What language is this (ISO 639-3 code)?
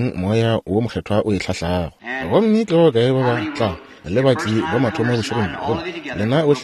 nso